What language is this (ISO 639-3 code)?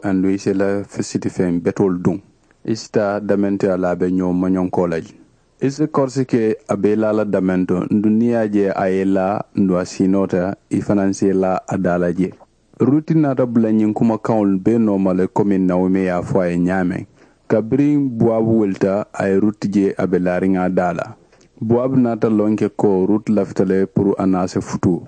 man